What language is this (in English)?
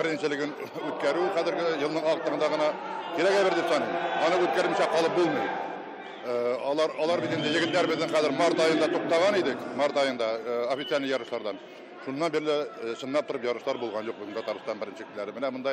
Tatar